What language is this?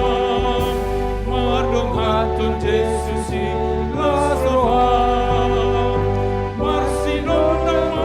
Batak Toba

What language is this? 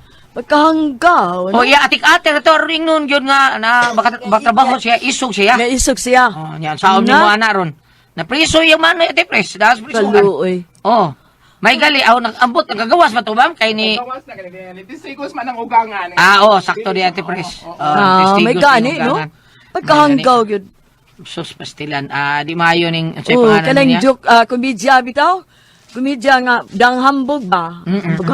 Cebuano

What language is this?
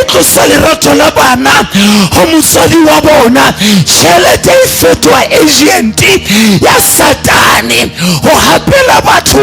Southern Sotho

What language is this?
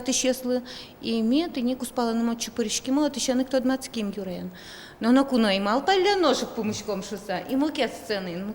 Udmurt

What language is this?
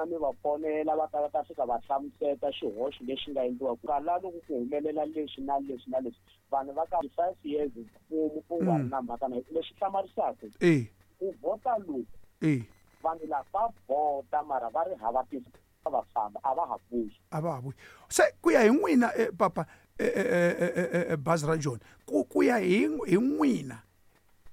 Tsonga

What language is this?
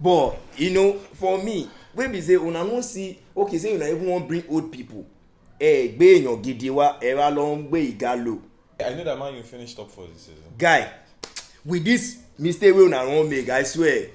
Nigerian Pidgin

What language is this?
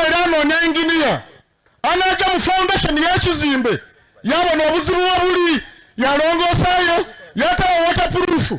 Soga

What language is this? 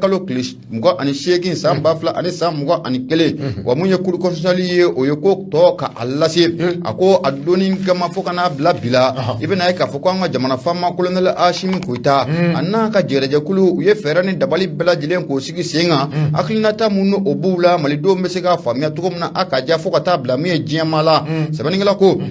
Bambara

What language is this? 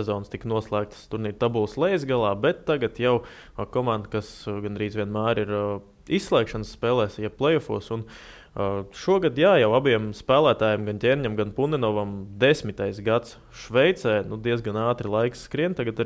Latvian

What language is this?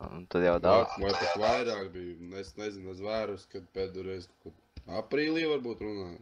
Latvian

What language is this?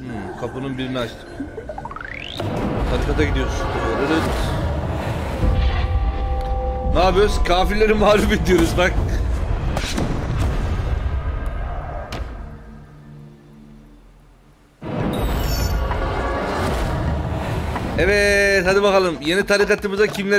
Turkish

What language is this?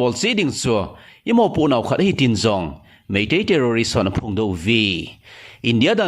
Thado Chin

